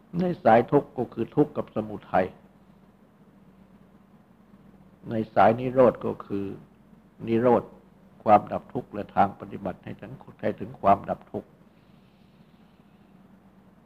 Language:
Thai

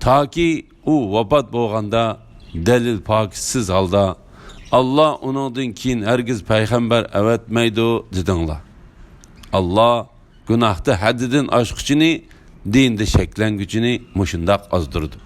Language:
Uyghur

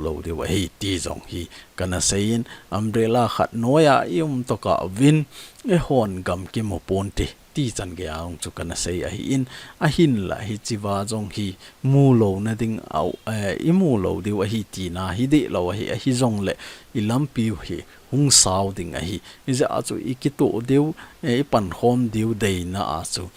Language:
Thado Chin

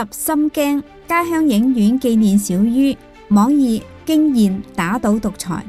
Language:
Cantonese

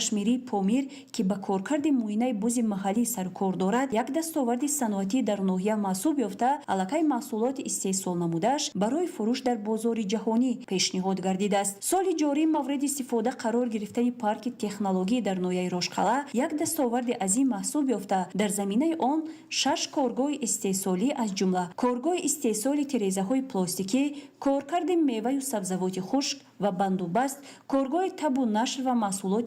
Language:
Tajik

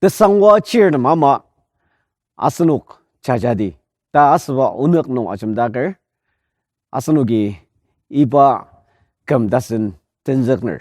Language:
Ao Naga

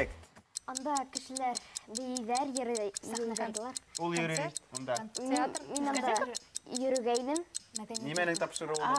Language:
Bashkir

